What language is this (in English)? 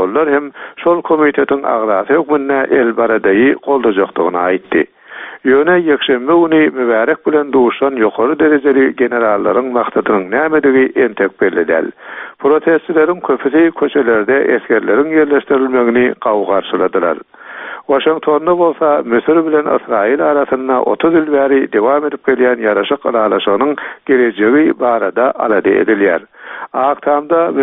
Turkmen